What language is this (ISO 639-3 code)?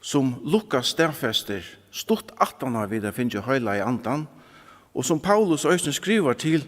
fao